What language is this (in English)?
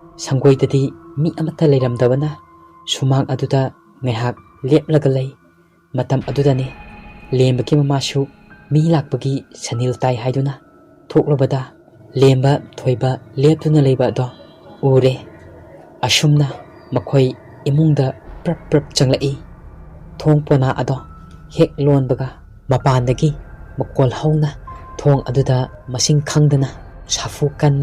Manipuri